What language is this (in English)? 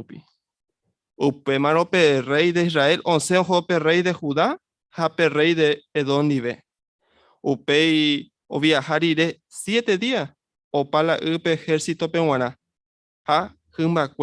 Guarani